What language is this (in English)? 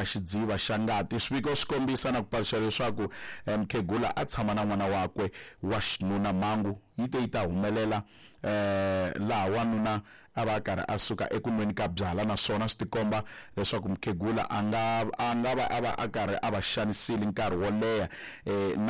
Tsonga